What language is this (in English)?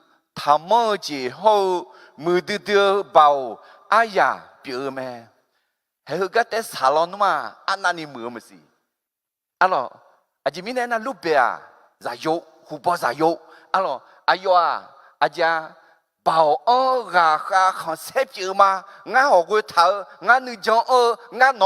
Akha